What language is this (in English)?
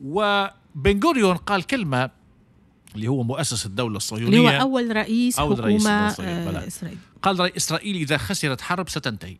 Tunisian Arabic